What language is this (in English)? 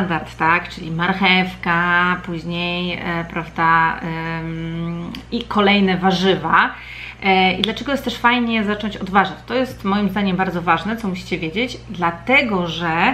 Polish